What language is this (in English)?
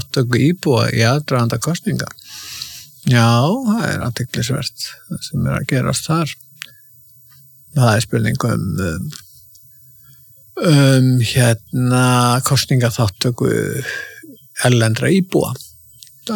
Icelandic